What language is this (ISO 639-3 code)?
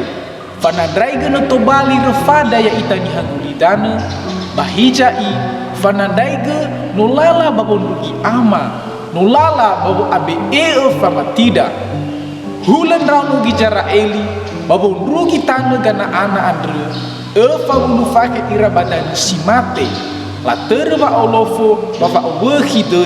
nia